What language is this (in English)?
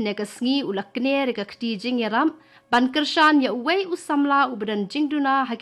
Khasi